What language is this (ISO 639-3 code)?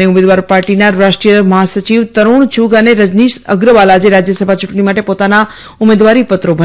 guj